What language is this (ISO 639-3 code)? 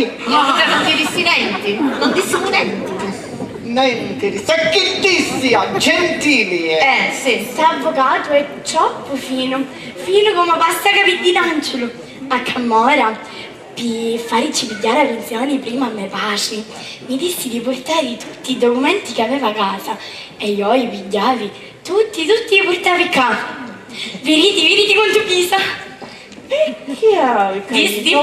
scn